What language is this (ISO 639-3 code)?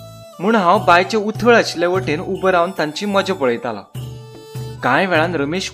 kok